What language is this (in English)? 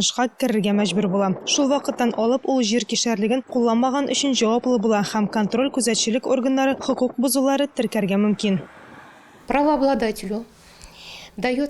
Tatar